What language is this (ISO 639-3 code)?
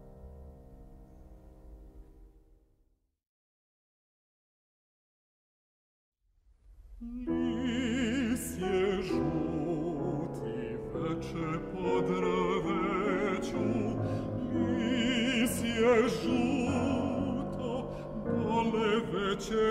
srp